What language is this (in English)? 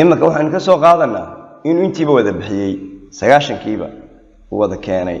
Somali